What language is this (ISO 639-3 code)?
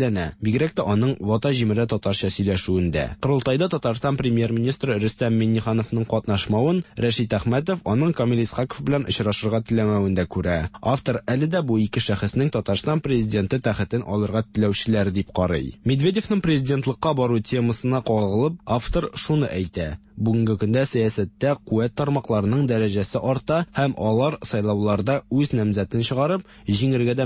tat